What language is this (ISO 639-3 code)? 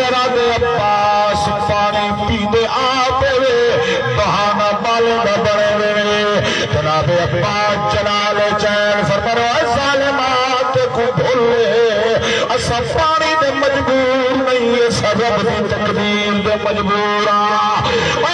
skr